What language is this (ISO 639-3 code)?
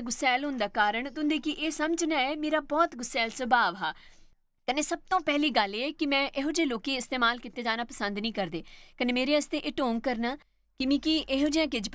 doi